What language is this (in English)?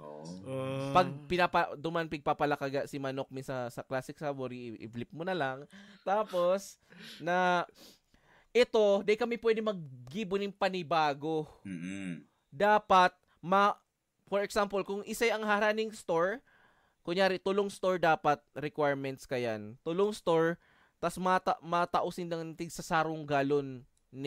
Bikol